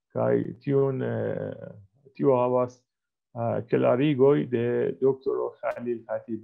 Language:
Esperanto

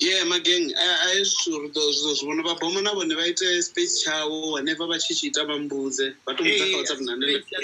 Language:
Venda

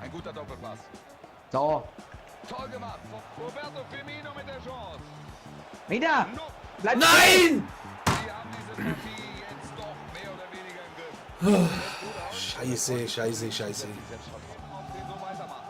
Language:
Bavarian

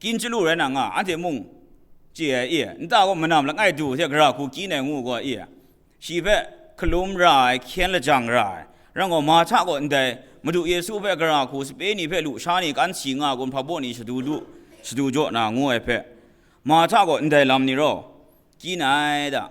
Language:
Kachin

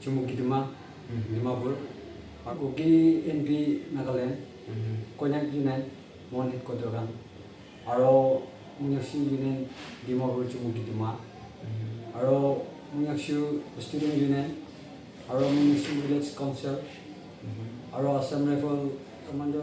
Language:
Naga Pidgin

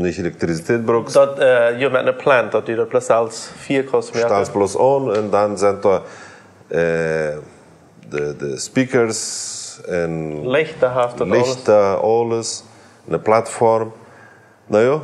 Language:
Plautdietsch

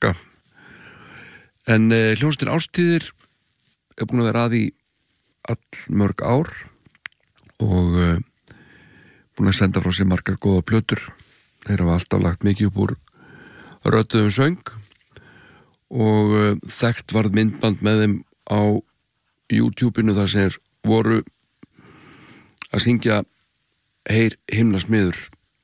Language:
Icelandic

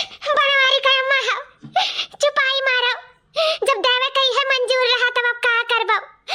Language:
Awadhi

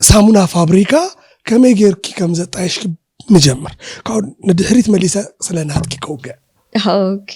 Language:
Tigrinya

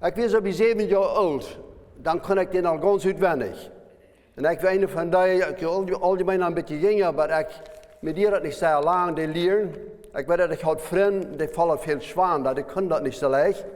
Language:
Plautdietsch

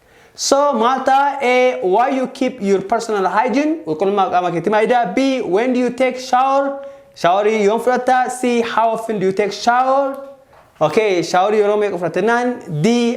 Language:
Oromo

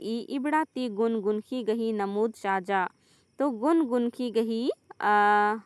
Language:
Kurukh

